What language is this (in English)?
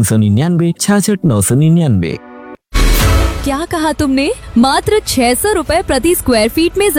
Hindi